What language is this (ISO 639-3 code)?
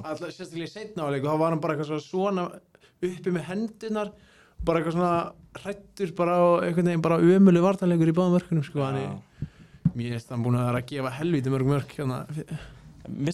isl